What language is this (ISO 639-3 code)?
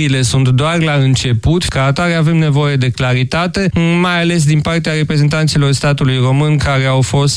ron